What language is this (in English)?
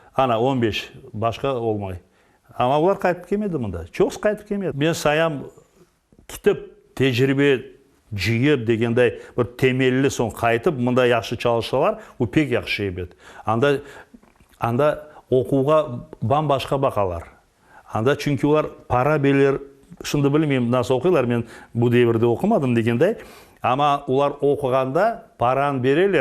Crimean Tatar